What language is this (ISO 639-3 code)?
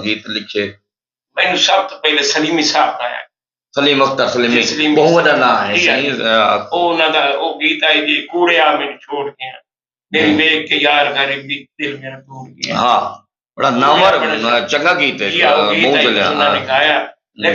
skr